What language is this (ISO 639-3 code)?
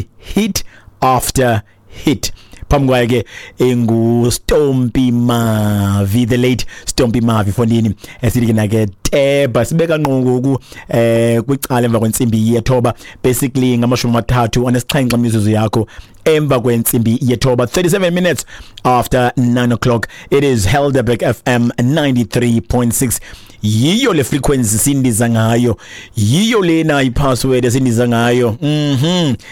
xho